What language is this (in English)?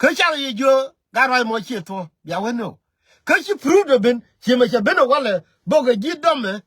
Nuer